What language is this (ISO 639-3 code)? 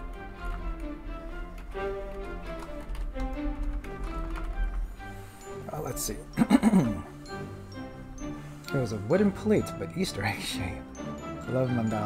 eng